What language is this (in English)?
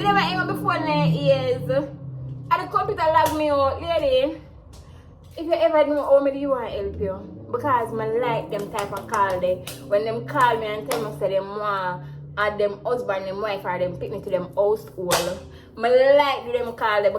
Jamaican Creole English